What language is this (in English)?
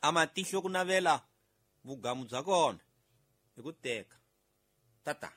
Tsonga